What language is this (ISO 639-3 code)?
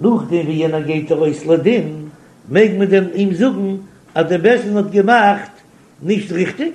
yid